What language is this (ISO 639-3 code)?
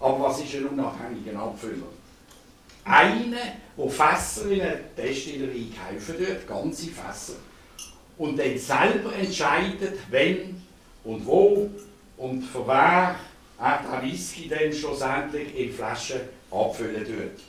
gsw